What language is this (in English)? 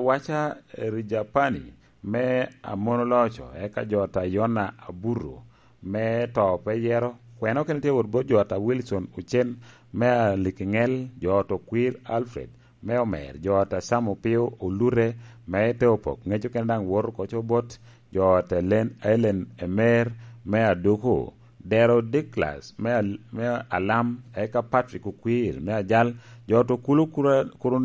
Lango (Uganda)